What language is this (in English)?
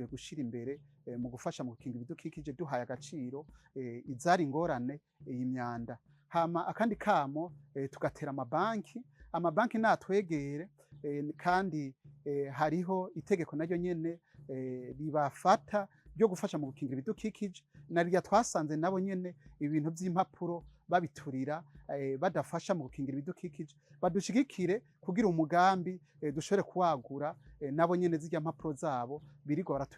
Rundi